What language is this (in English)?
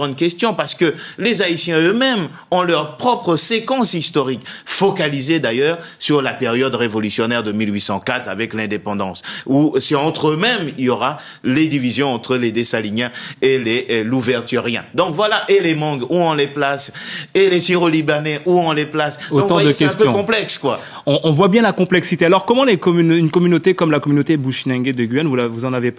French